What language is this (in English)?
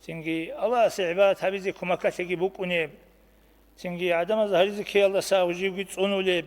Avaric